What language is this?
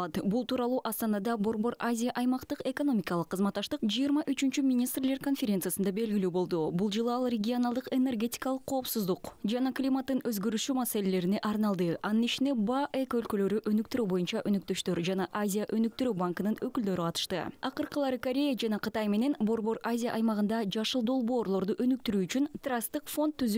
Kyrgyz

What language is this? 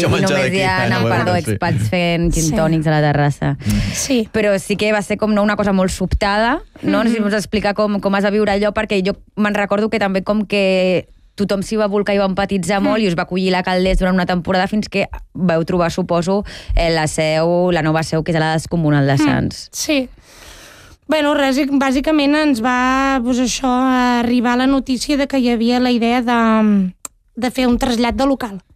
Catalan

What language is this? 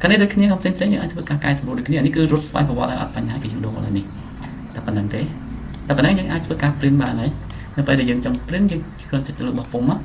Khmer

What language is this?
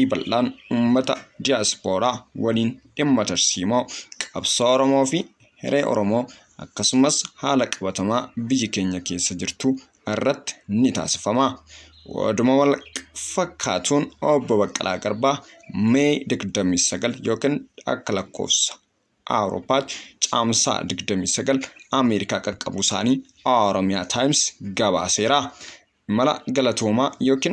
Oromo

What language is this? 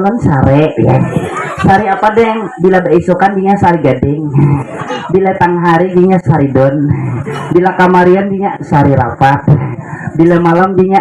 Banjar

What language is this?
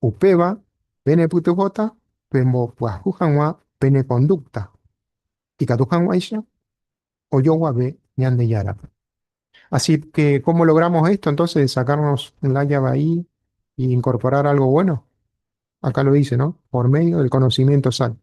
Guarani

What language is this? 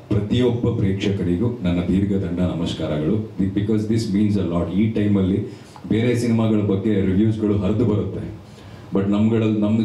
Kannada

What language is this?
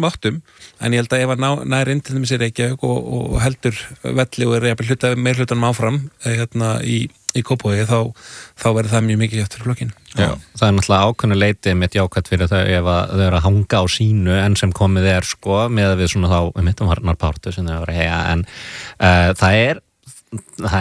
Icelandic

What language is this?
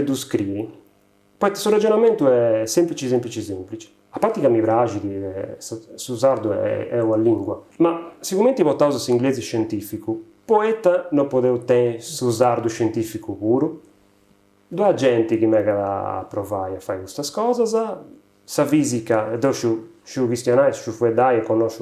Sardinian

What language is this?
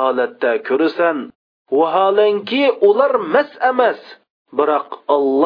Uyghur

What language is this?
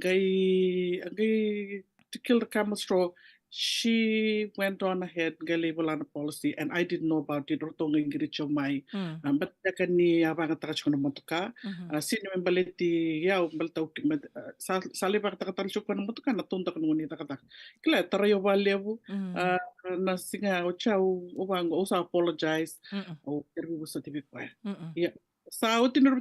Fijian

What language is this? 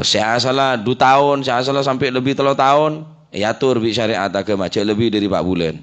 Madurese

